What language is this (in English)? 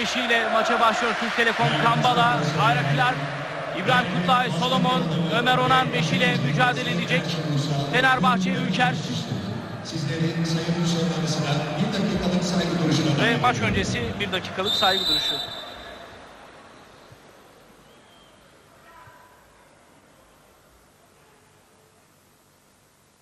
Turkish